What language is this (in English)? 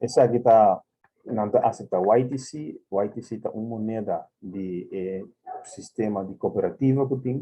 Papiamento